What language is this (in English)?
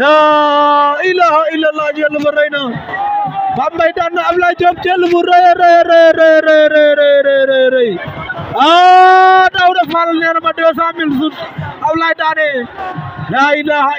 Wolof